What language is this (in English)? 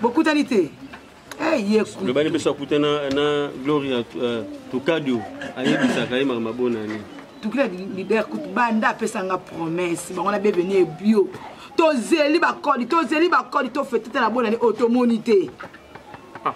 Lingala